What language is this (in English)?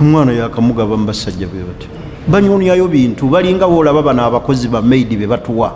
Ganda